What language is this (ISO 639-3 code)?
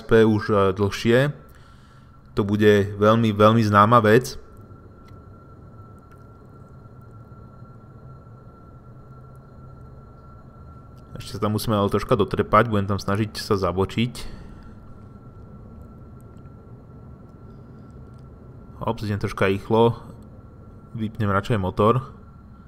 slk